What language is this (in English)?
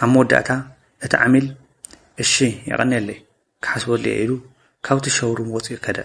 Tigrinya